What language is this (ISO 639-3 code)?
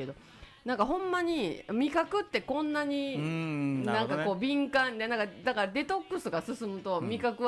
jpn